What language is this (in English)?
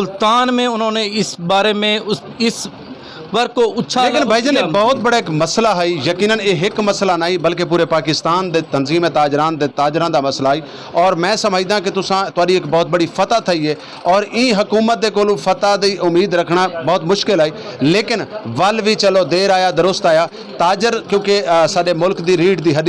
Saraiki